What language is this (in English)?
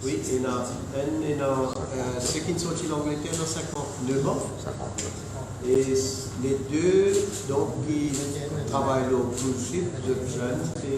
Morisyen